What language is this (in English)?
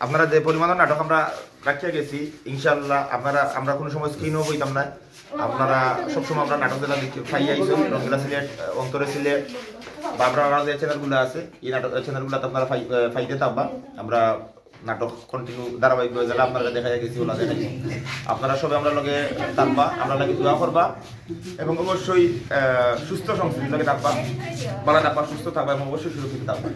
Sylheti